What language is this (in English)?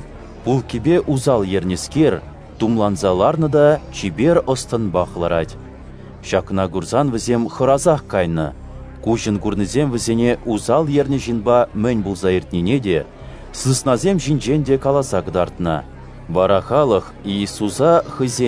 Chuvash